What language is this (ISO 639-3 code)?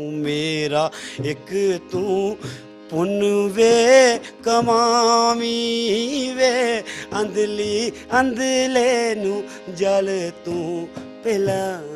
doi